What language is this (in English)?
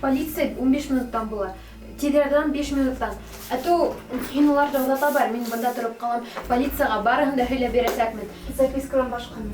Bashkir